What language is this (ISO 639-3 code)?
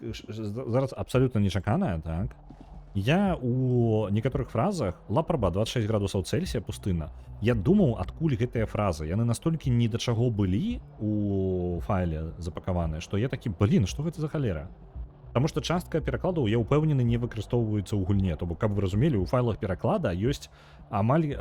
bel